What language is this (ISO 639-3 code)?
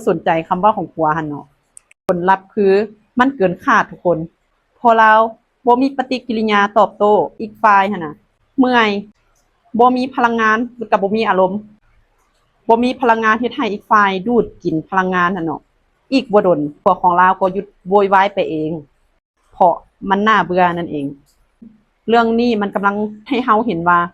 lao